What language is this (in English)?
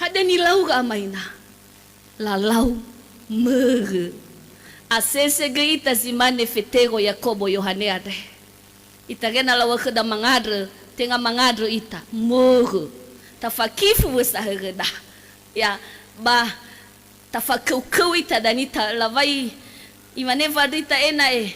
Nias